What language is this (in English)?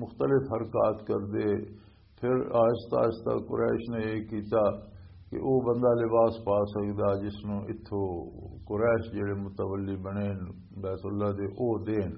Western Panjabi